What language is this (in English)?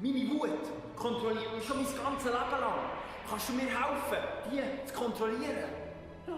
Swiss German